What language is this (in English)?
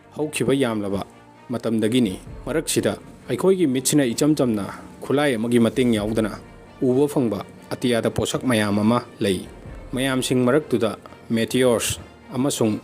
Manipuri